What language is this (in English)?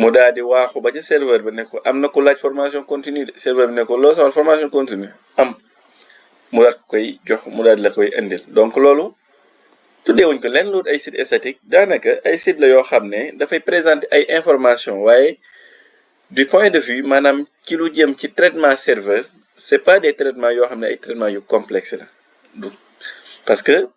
Wolof